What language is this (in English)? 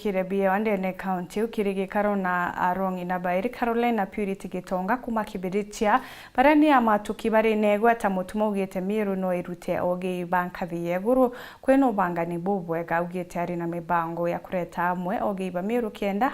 Meru